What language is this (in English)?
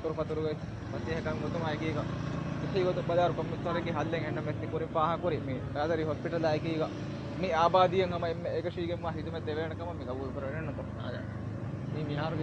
Divehi